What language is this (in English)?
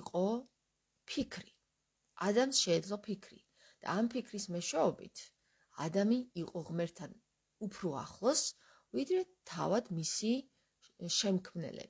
Georgian